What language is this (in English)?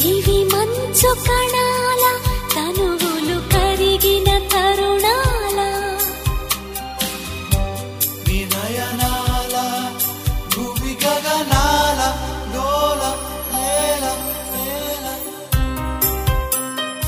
Telugu